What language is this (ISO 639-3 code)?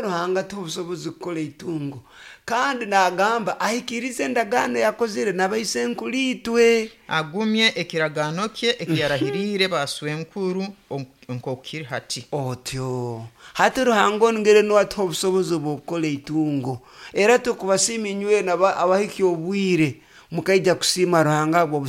nyo